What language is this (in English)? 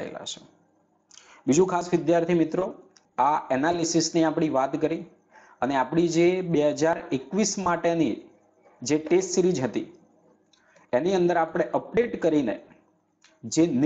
Gujarati